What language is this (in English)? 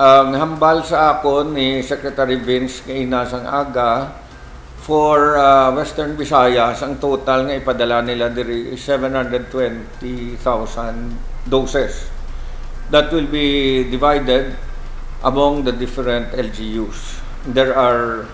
Hiligaynon